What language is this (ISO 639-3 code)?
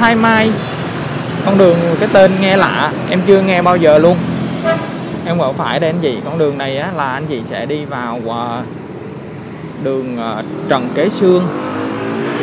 vie